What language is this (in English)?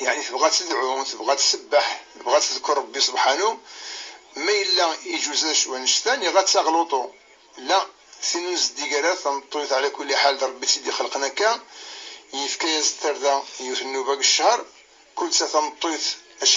Kabyle